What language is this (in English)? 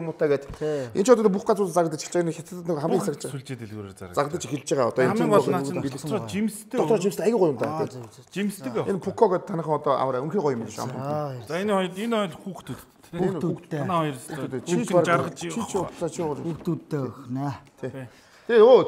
Mongolian